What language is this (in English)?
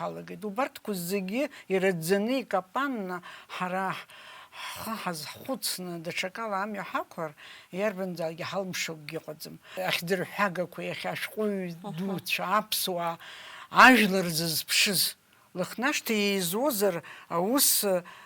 Abkhazian